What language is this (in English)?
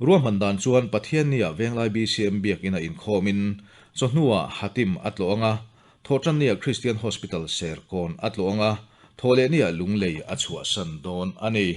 Mizo